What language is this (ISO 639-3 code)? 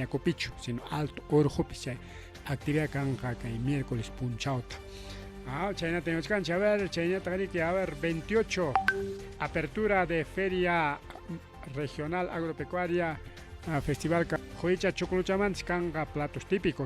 quy